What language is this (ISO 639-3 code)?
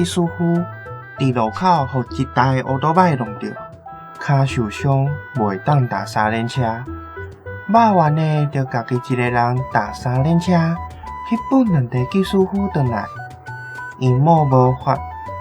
nan